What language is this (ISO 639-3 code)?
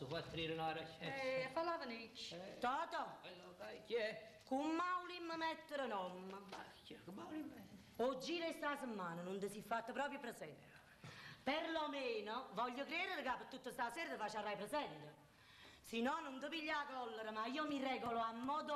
nap